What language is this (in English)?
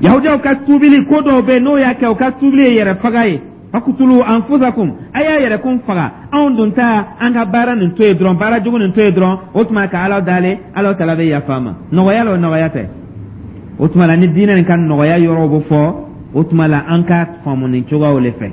Dyula